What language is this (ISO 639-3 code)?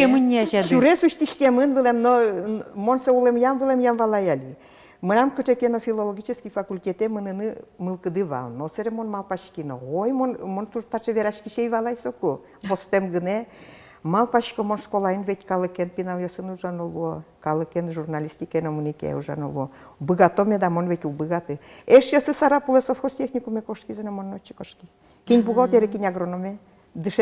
udm